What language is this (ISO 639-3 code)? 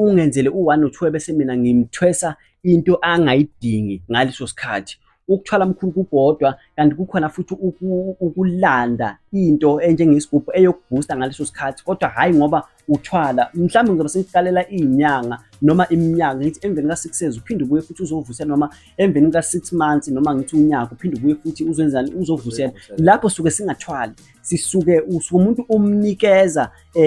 zul